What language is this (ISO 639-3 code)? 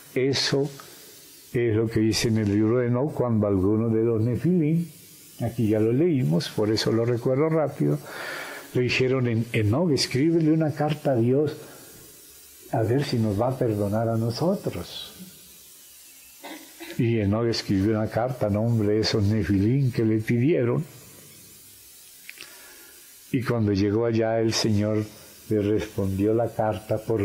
spa